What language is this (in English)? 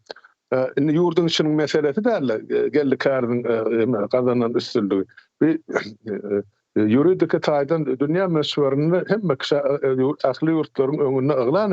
Turkmen